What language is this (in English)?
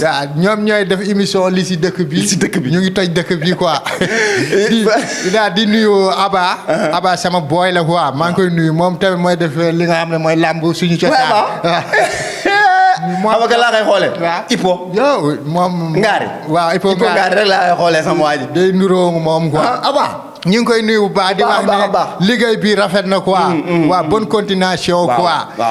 Wolof